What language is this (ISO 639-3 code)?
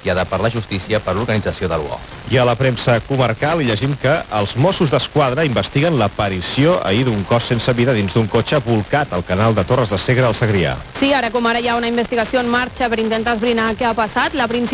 cat